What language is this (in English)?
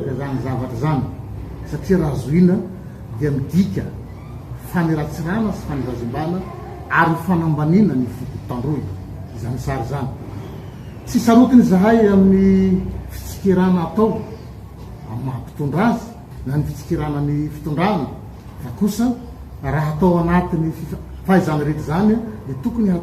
Malagasy